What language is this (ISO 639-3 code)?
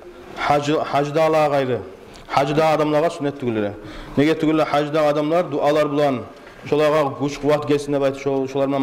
kum